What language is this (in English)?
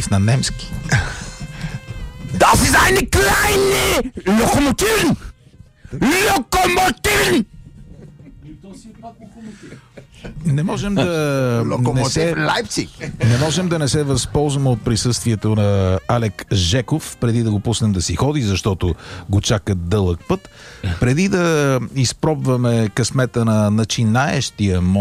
Bulgarian